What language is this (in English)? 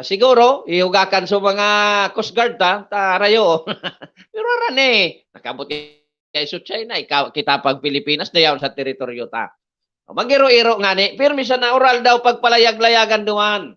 Bikol